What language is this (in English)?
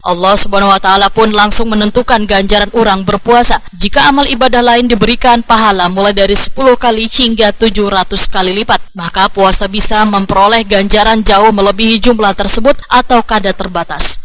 Banjar